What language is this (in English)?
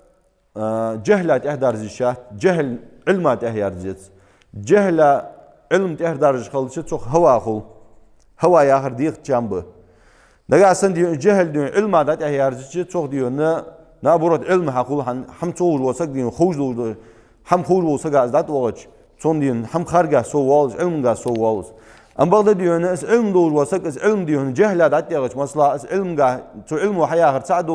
Ingush